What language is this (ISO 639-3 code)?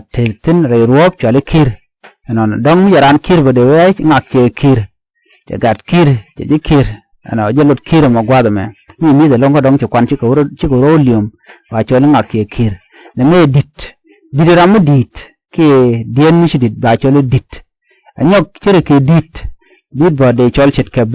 nus